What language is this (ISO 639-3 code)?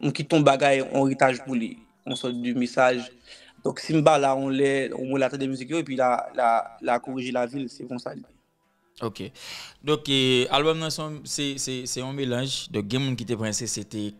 hat